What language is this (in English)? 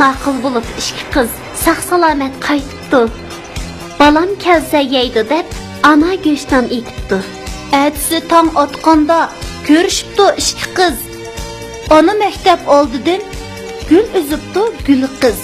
Uyghur